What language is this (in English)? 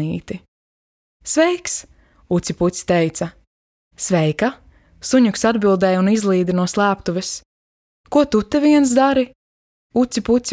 Latvian